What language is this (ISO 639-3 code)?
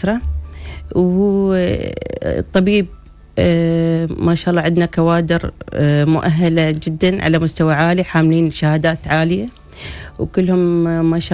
ara